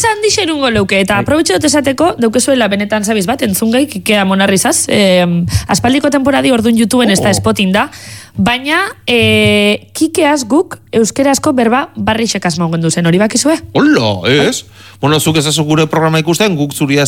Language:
Basque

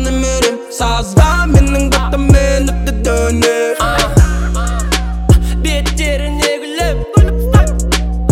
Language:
Kazakh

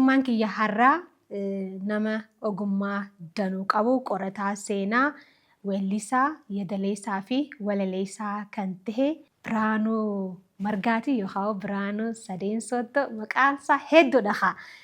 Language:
Oromo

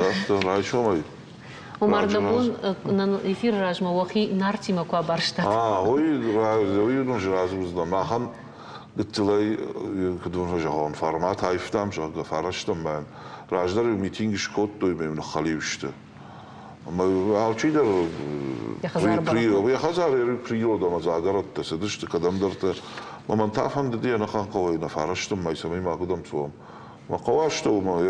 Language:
Ossetic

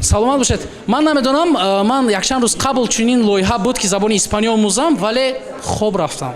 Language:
Tajik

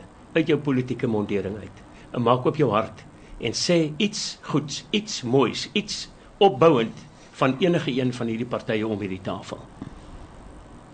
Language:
Afrikaans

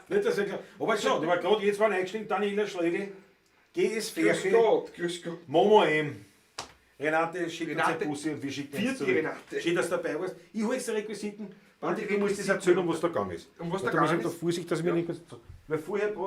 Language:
Bavarian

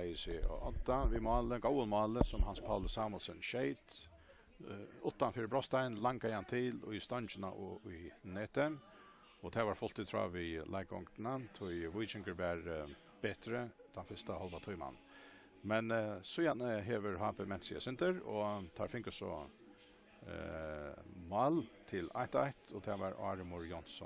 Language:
Faroese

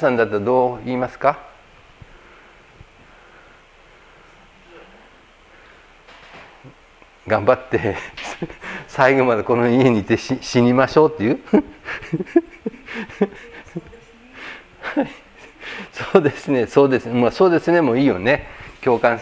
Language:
Japanese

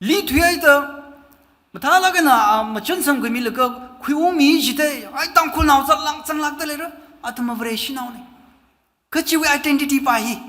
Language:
Tangkhul Naga (India)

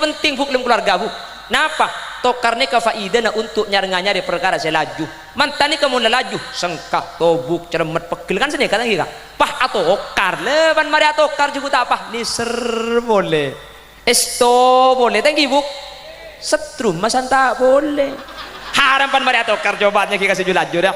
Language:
Madurese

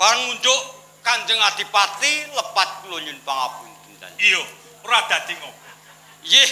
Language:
Javanese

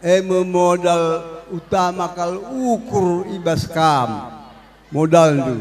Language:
Batak Karo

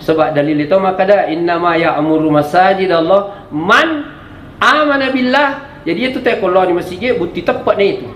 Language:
Buginese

